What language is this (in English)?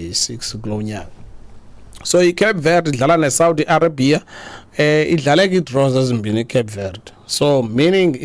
Xhosa